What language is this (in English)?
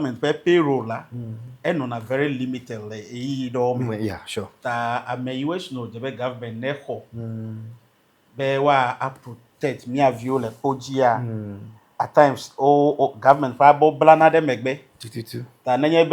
Ewe